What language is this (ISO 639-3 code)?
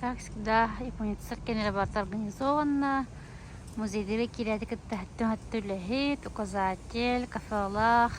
sah